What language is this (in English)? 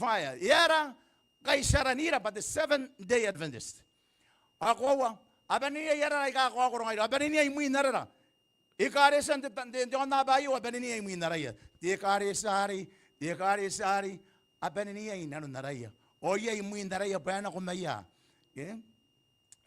Gilbertese